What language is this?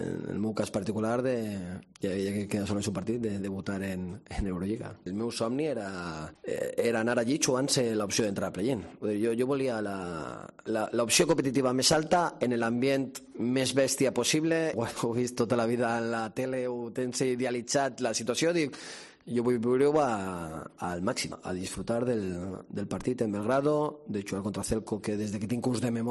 Catalan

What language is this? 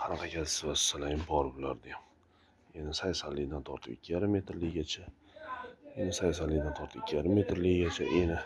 Uzbek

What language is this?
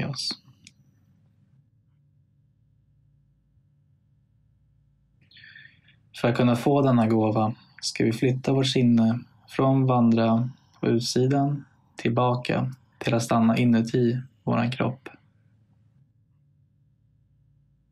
Swedish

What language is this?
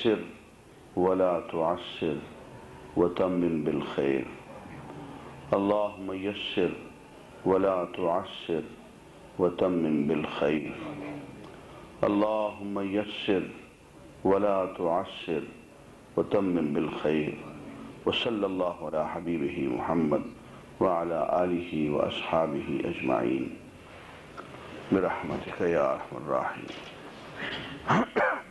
Urdu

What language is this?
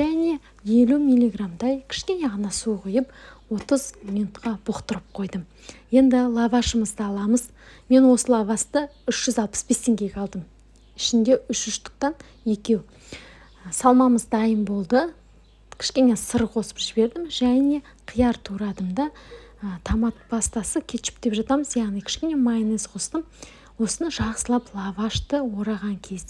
Kazakh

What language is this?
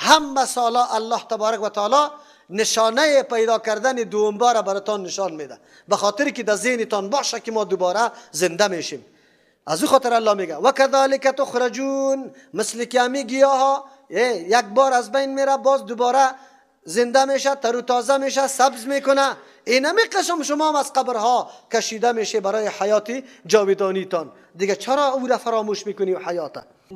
Persian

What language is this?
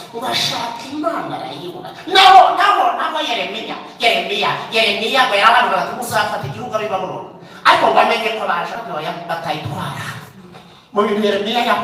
Kinyarwanda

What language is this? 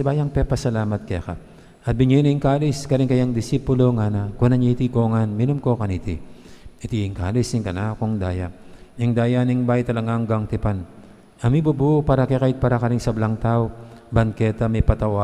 Pampanga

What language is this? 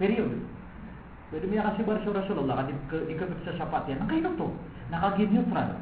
Maranao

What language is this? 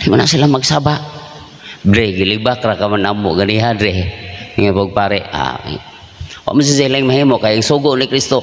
Cebuano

